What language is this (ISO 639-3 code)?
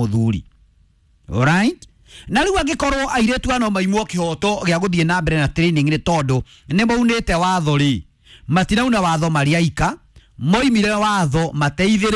kik